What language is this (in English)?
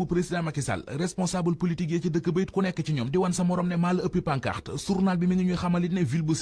Wolof